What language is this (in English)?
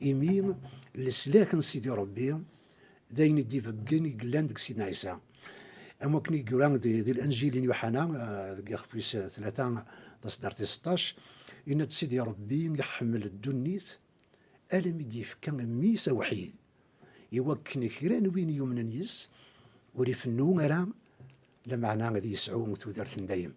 Kabyle